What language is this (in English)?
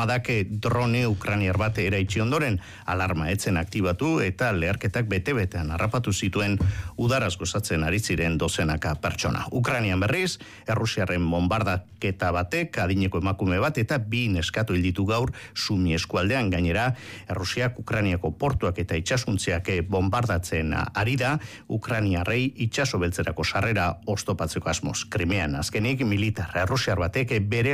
Basque